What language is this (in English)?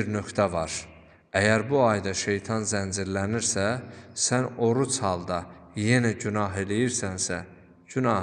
Azerbaijani